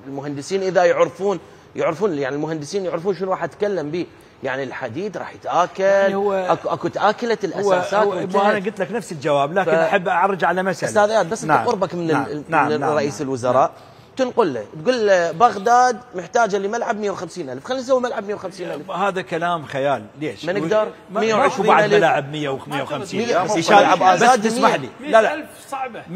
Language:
Mesopotamian Arabic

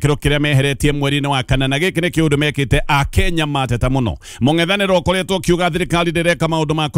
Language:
Kikuyu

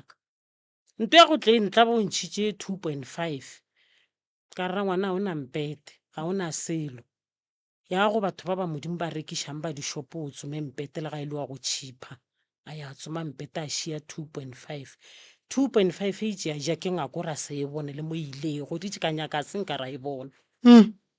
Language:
Northern Sotho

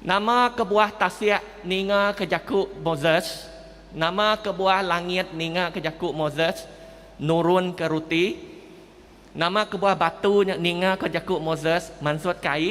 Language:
Iban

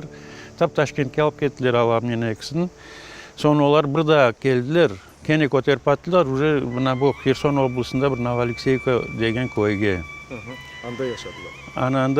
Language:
Crimean Tatar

